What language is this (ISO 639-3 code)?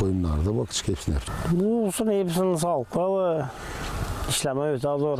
gag